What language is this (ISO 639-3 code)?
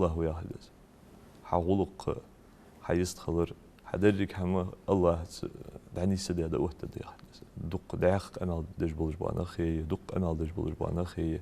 inh